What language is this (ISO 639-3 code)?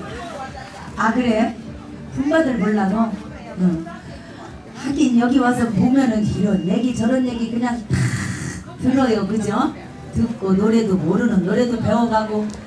kor